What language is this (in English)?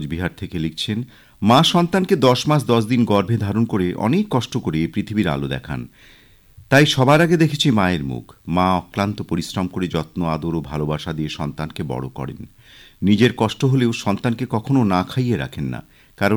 Bangla